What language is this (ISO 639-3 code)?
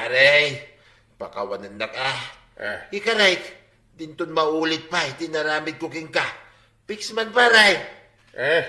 ilo